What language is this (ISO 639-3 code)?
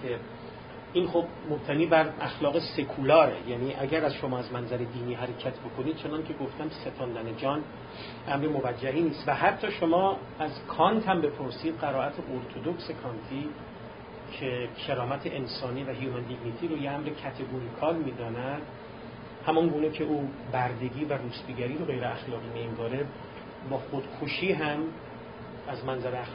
fas